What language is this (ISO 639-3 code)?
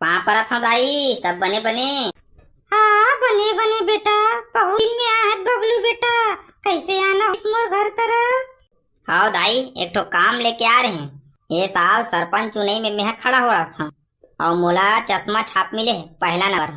hne